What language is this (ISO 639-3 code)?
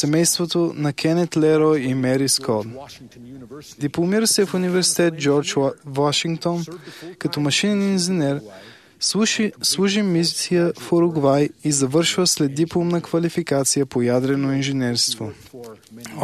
bul